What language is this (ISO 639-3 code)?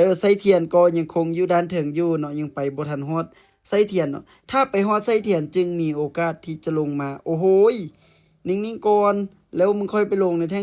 lao